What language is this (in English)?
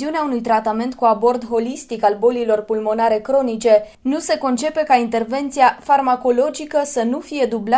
Romanian